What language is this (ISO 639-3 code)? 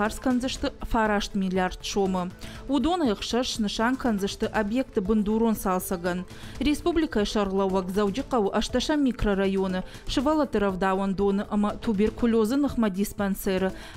oss